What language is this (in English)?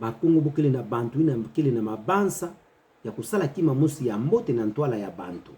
Kituba (Democratic Republic of Congo)